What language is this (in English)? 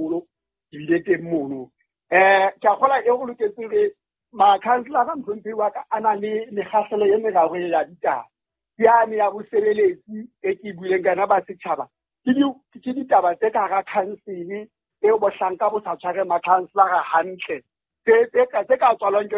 Southern Sotho